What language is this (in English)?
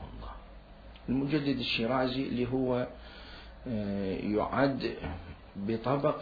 Mesopotamian Arabic